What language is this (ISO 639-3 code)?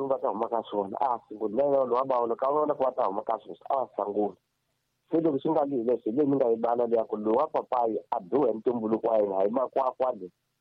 tso